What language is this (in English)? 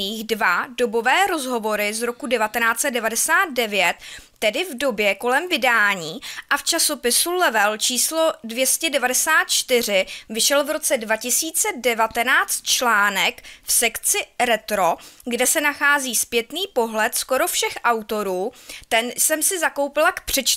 Czech